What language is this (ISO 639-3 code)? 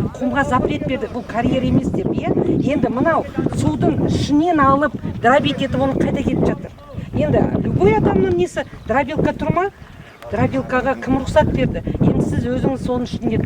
kaz